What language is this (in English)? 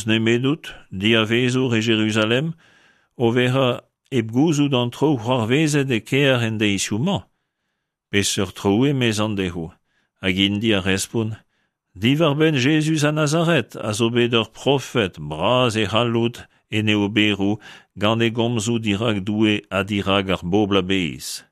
Breton